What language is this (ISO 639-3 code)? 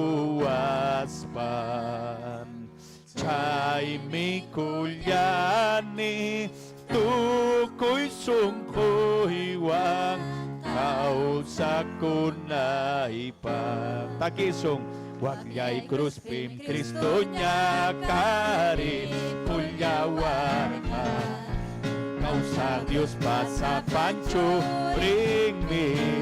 quy